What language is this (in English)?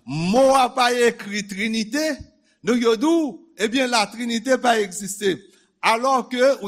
Haitian Creole